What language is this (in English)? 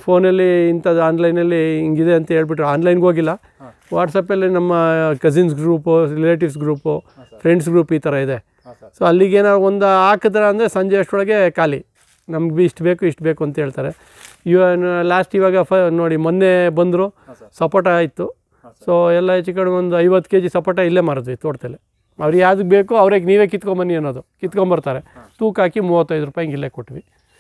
Kannada